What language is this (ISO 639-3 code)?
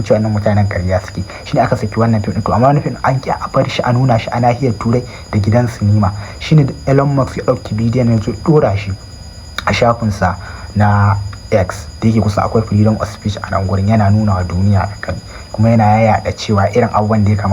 hau